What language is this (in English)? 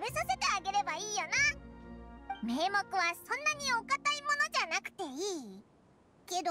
Japanese